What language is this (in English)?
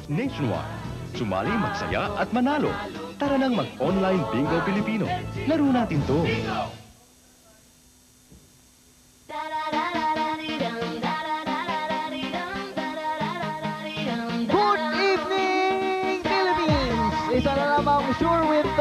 Filipino